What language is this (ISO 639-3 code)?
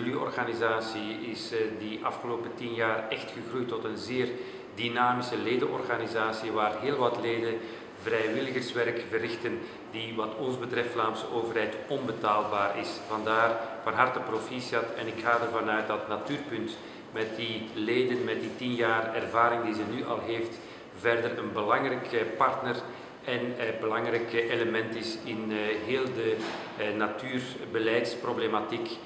nld